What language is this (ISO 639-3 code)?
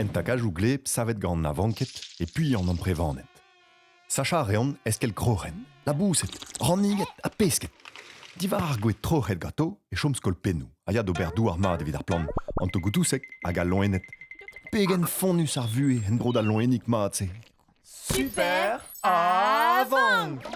bre